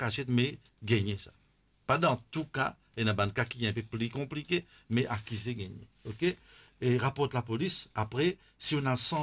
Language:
Morisyen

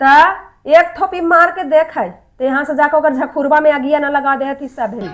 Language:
Magahi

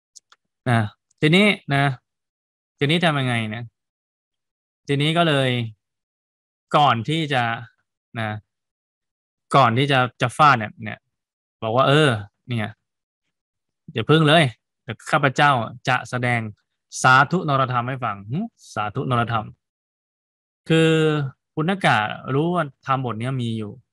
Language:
Thai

